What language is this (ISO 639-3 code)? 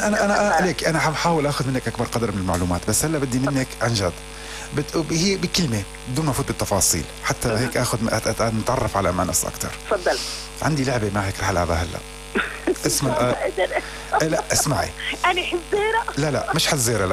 apc